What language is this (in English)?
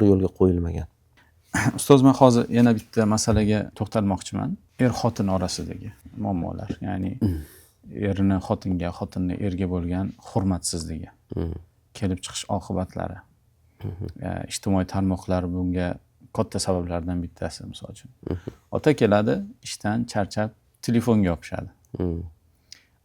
Uzbek